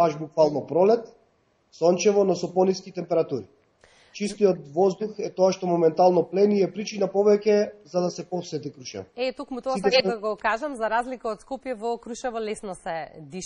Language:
Macedonian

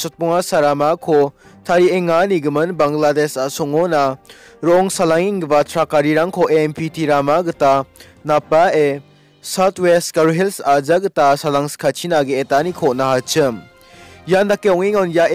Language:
Garo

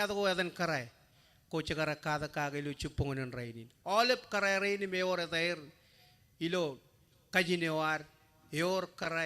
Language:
Marshallese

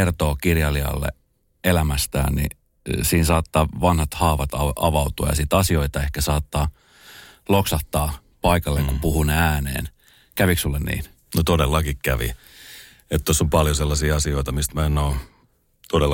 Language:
Finnish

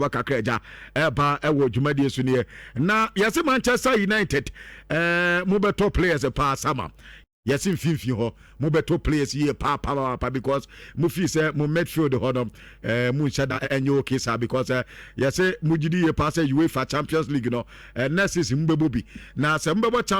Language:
Akan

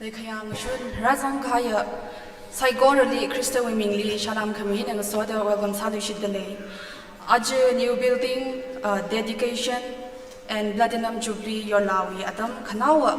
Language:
Tangkhul Naga (India)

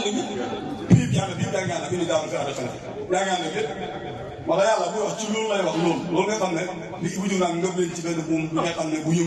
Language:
Wolof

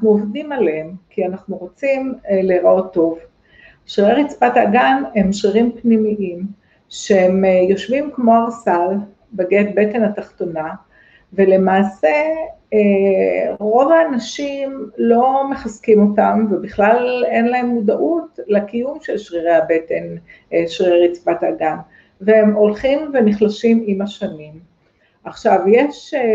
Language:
Hebrew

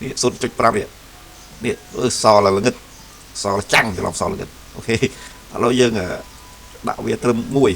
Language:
Khmer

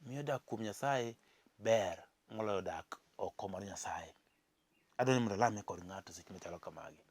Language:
Luo (Kenya and Tanzania)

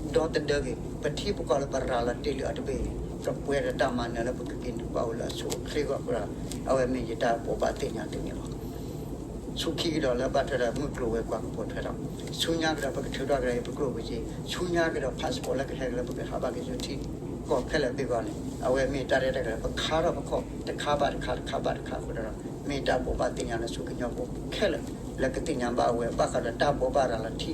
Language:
S'gaw Karen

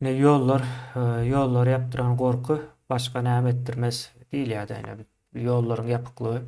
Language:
Turkmen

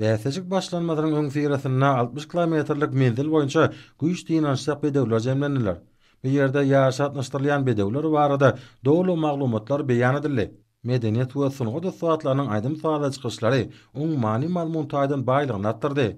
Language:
Turkmen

